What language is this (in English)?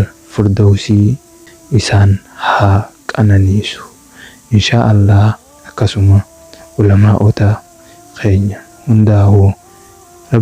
Oromo